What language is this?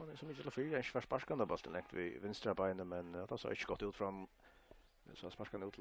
Faroese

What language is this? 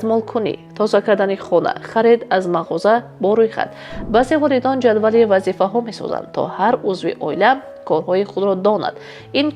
Tajik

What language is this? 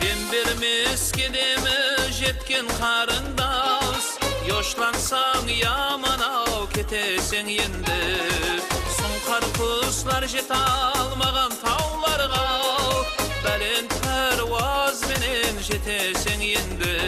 Kara-Kalpak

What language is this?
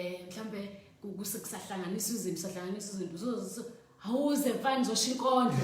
Zulu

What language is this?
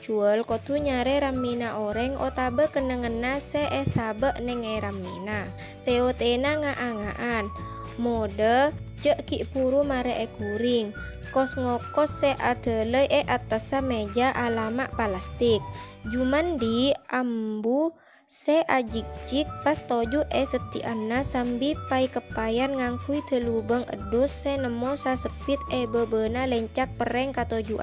Madurese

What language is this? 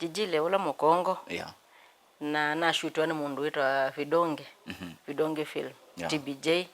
Kamba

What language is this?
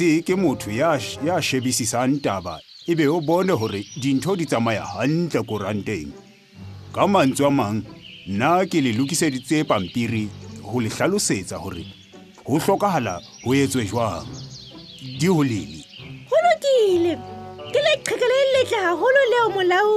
Southern Sotho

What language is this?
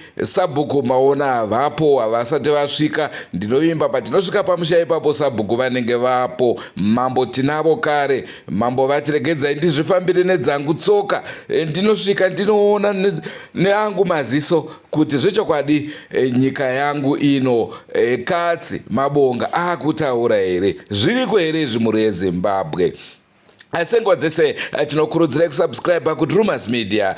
Shona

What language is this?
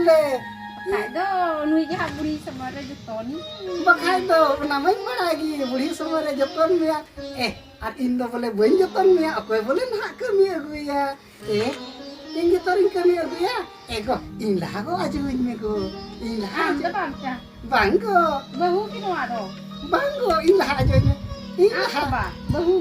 Santali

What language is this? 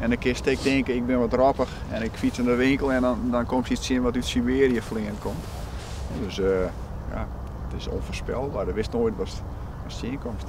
Western Frisian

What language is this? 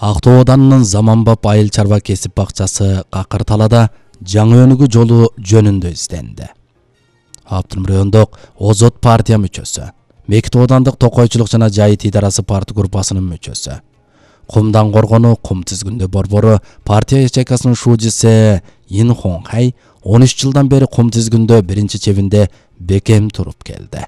Kyrgyz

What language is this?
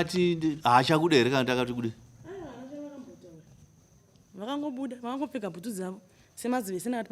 Shona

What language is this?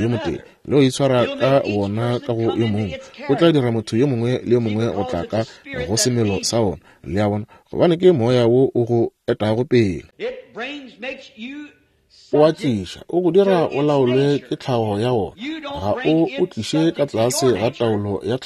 Northern Sotho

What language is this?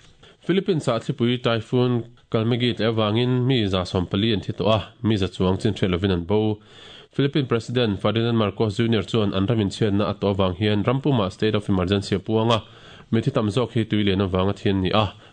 Mizo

